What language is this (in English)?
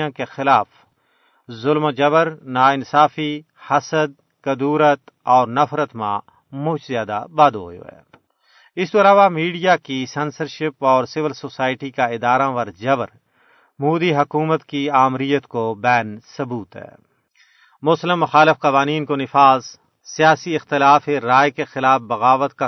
Gujari